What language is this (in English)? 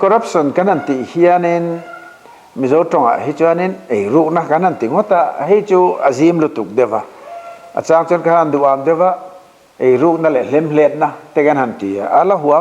Mizo